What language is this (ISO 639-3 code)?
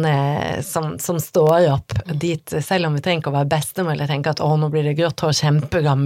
nor